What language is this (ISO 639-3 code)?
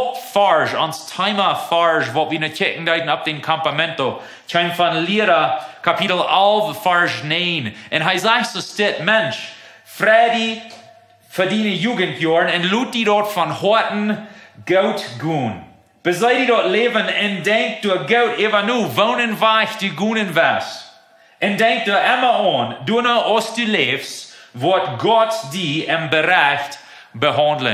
pdt